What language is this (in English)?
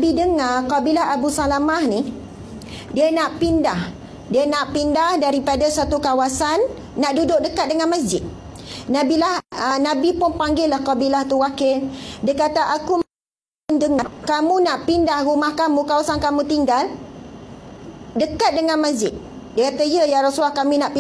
Malay